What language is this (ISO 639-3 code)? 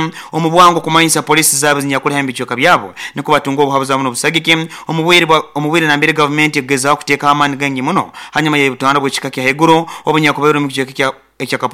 nyo